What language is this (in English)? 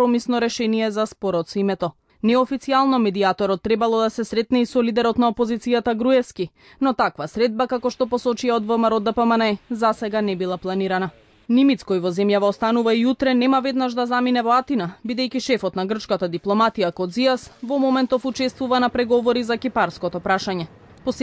Macedonian